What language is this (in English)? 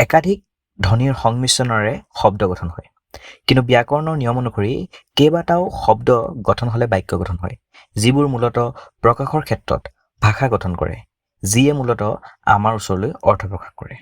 Assamese